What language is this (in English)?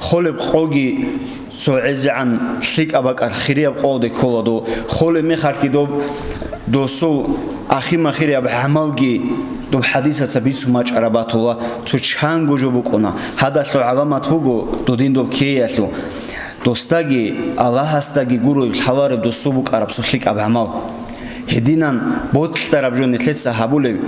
Avaric